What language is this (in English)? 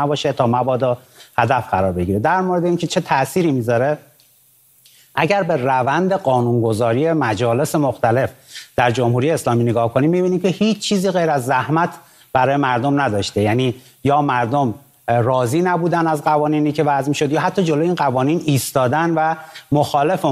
Persian